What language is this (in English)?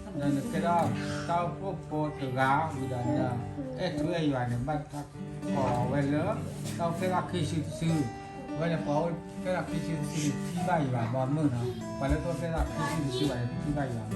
S'gaw Karen